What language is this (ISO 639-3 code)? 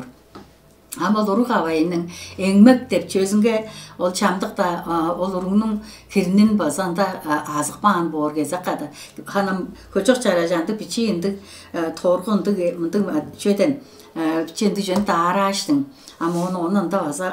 tyv